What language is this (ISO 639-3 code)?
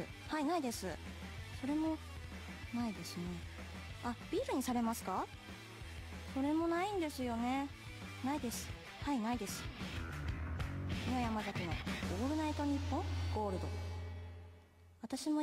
jpn